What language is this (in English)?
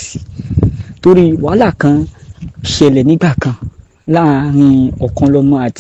Yoruba